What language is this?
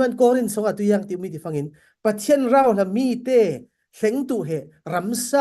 Falam Chin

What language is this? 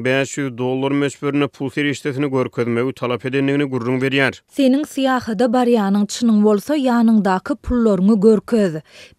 Turkmen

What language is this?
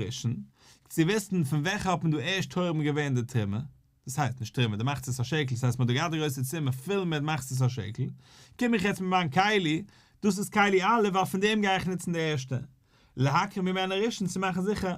Yiddish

